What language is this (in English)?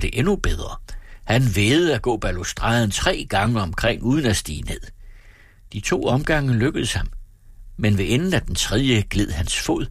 Danish